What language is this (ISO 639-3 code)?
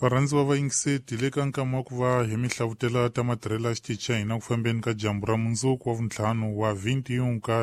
tso